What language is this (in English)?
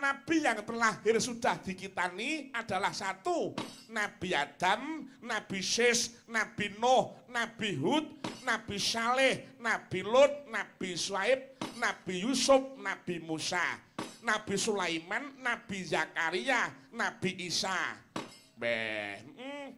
Javanese